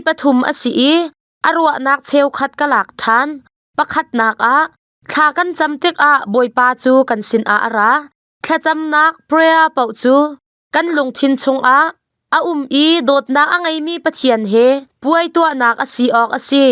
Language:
Hakha Chin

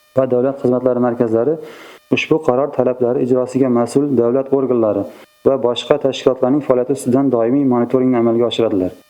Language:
Uzbek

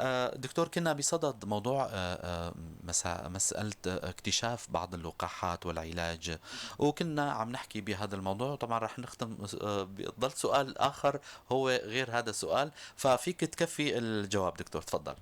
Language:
North Levantine Arabic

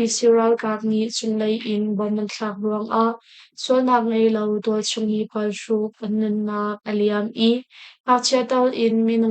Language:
Hakha Chin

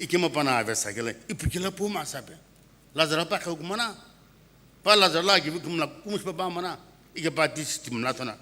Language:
Sumi Naga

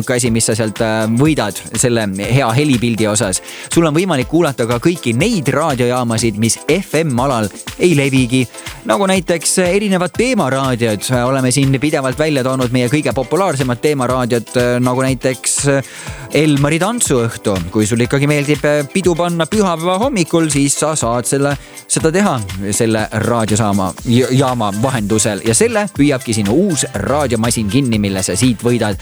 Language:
Estonian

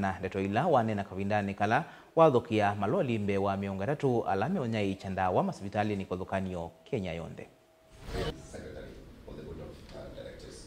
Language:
Kamba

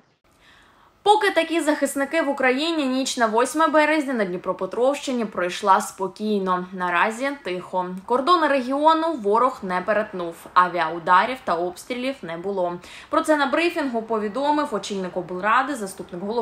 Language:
Ukrainian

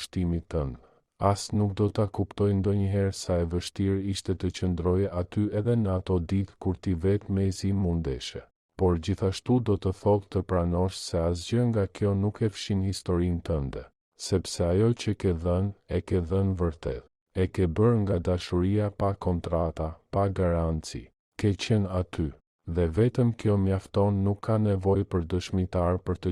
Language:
Albanian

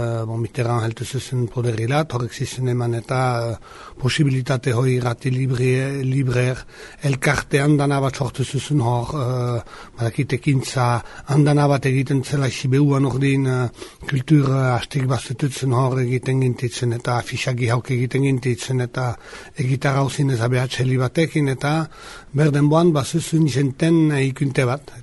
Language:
Basque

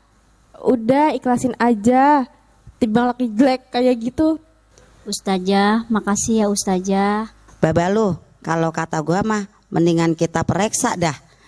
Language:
Betawi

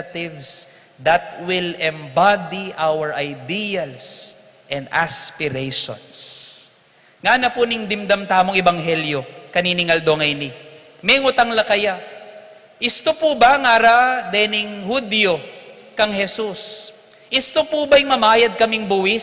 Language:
Pampanga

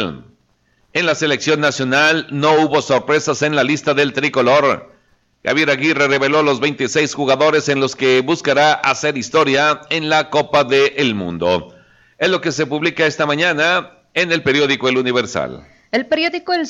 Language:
Spanish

